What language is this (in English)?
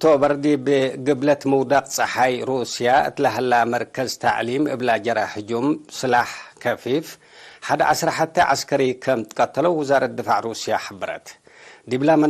Tigre